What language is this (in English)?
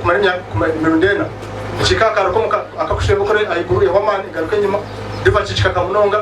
Nyankole